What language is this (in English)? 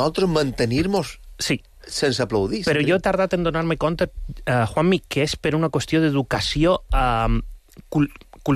Catalan